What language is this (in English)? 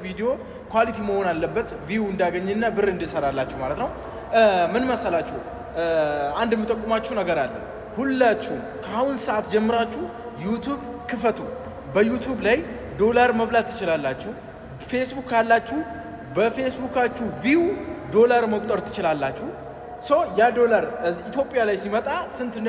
Amharic